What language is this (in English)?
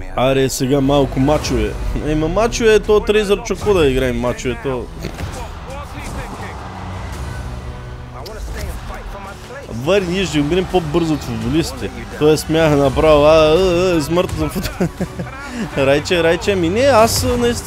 Bulgarian